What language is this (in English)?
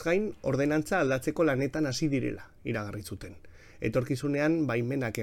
Basque